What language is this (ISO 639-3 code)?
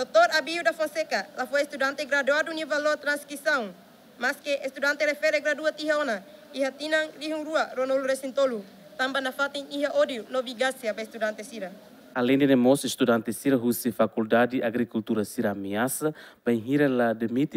tet